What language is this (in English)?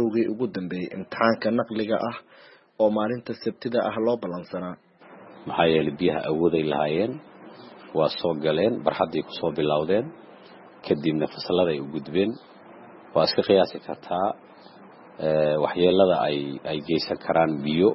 Somali